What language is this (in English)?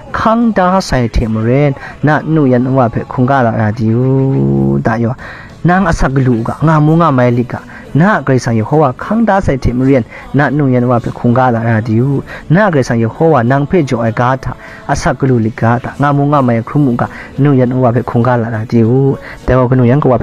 Kachin